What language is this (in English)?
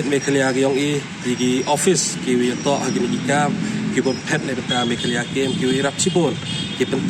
Pnar